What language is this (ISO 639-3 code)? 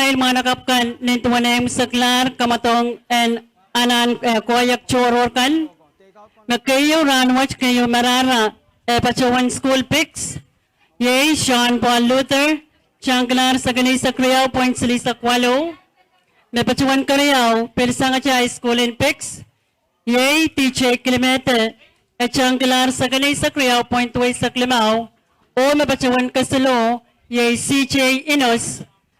pon